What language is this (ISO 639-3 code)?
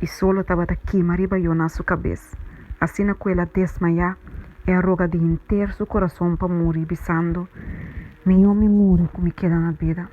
pap